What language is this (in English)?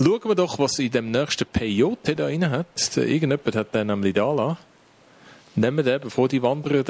Swiss German